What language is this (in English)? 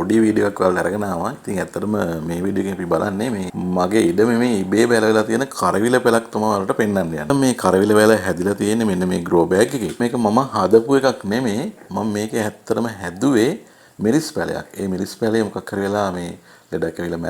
Sinhala